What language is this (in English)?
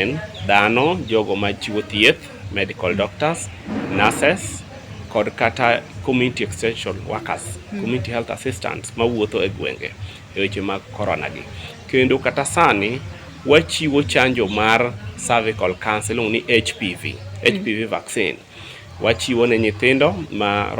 Luo (Kenya and Tanzania)